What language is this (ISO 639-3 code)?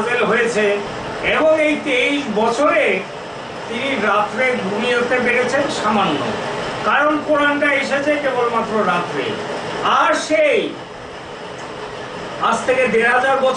ben